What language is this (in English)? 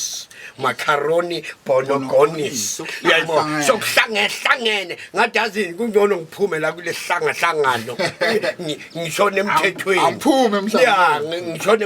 Zulu